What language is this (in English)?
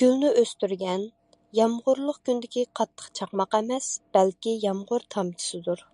Uyghur